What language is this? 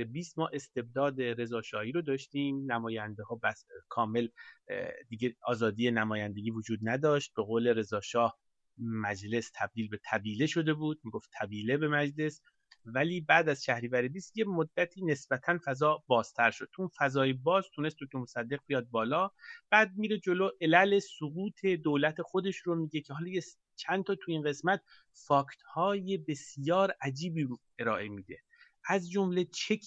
Persian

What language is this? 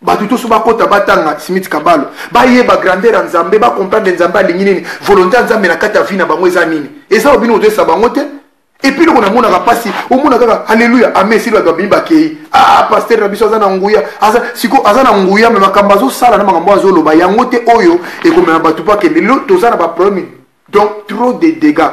Lingala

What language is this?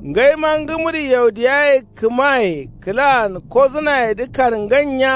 Kanuri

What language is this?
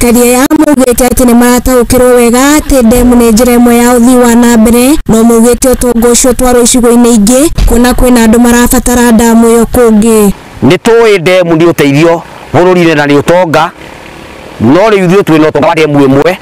Kikuyu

